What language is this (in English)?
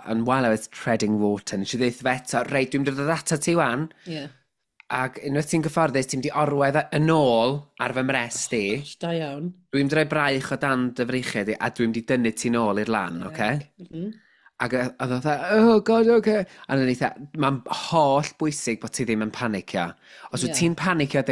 Welsh